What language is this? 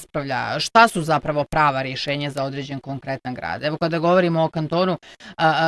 Bosnian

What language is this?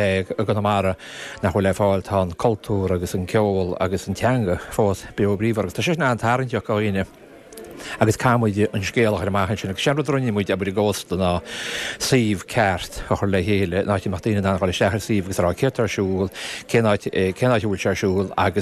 Irish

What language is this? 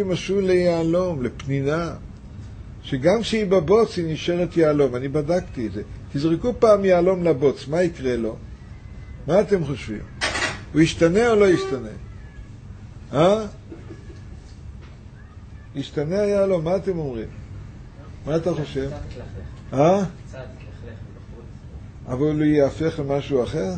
Hebrew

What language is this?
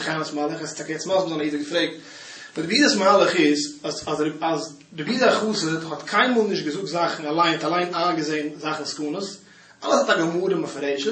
Yiddish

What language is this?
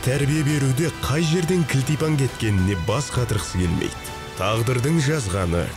Kazakh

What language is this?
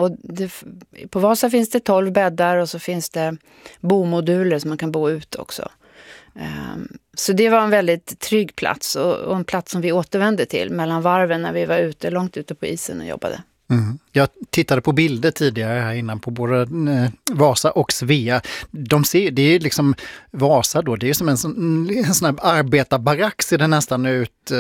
Swedish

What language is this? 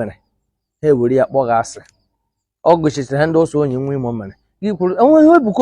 Igbo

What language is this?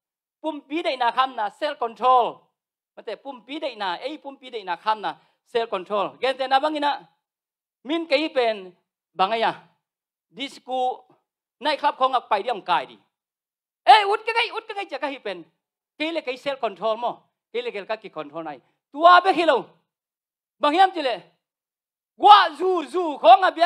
Tedim Chin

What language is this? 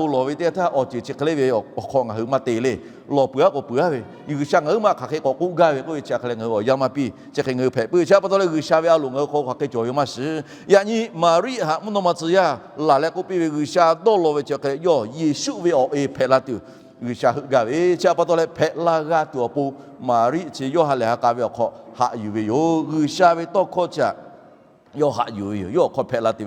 Lahu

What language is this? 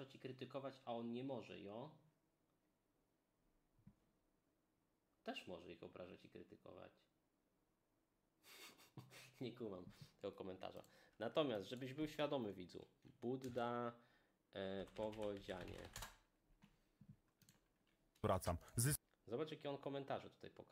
Polish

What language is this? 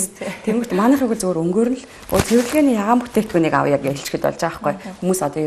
Mongolian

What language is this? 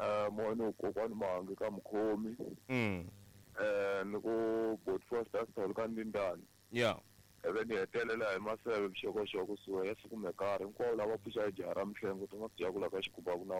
Tsonga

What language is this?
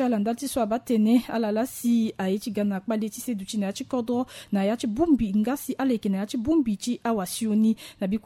Sango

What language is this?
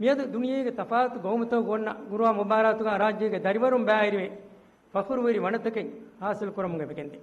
Divehi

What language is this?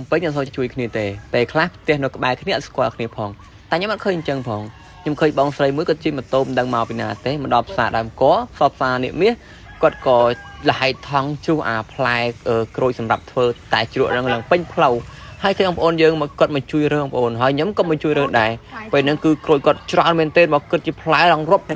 Khmer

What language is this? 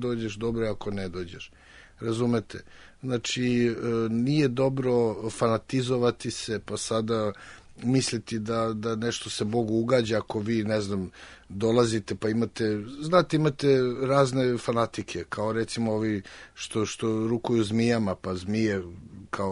Serbian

